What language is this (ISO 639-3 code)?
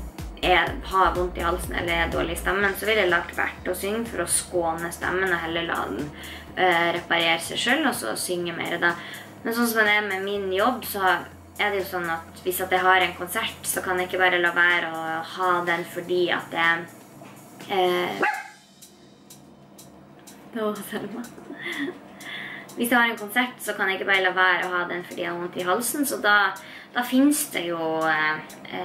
nor